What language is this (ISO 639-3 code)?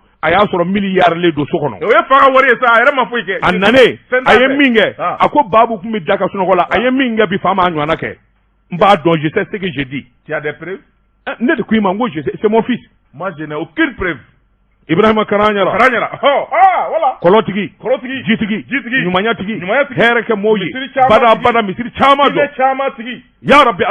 bam